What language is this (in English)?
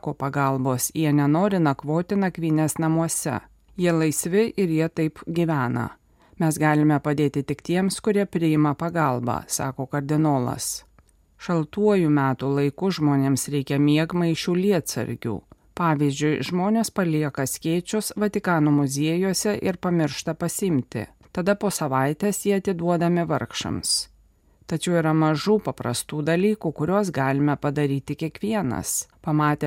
Lithuanian